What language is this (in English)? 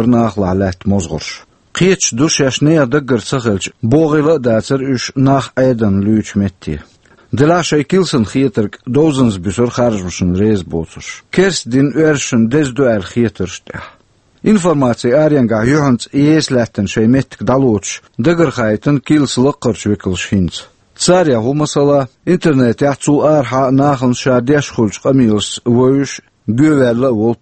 Chechen